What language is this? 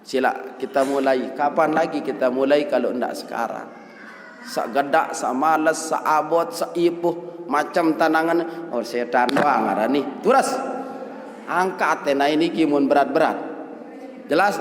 Sasak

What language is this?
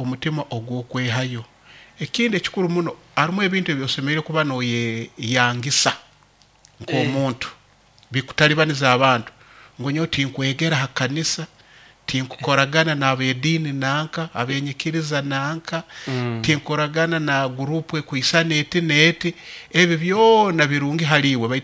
Nyoro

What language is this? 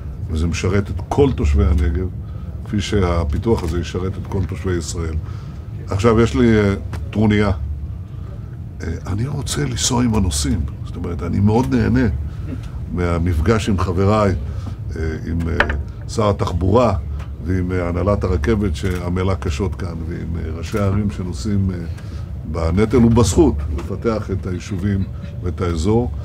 Hebrew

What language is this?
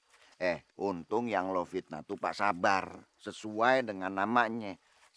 Betawi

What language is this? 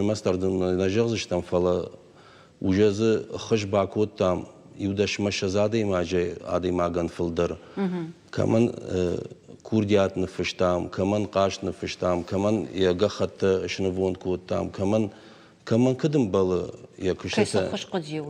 Ossetic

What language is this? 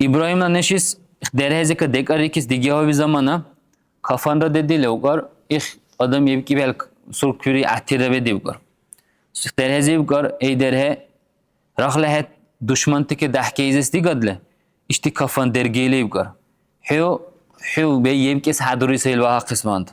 Dargwa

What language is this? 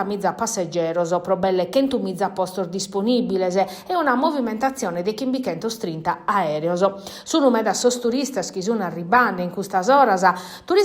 Sardinian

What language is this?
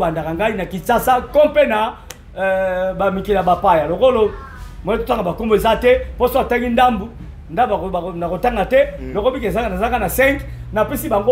Lingala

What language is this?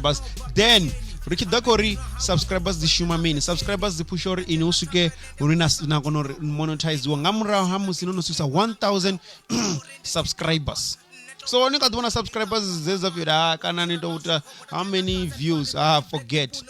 Venda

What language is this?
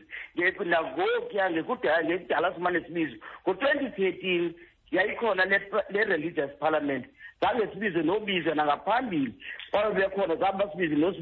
Xhosa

